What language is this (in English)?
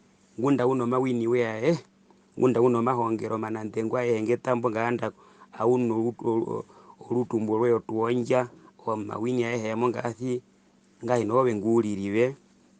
Herero